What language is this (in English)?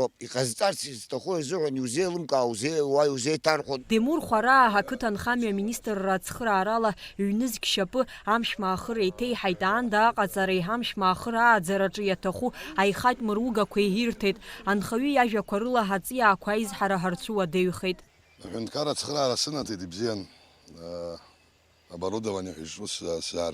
Abkhazian